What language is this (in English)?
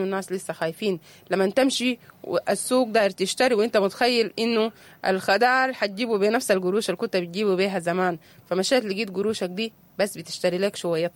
Sudanese Arabic